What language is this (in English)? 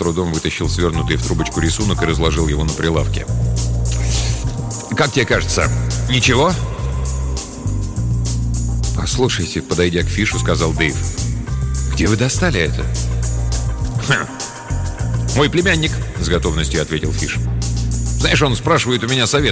Russian